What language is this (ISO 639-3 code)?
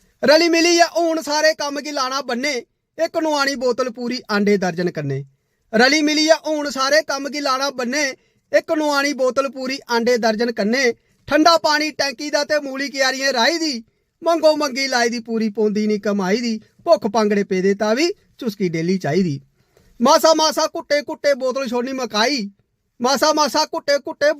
doi